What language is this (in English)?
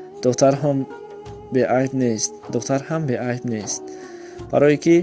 Tajik